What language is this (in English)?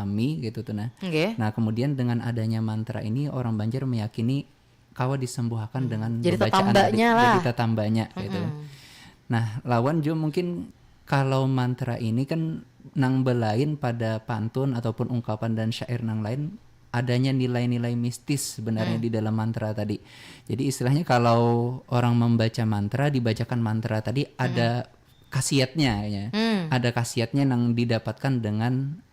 Banjar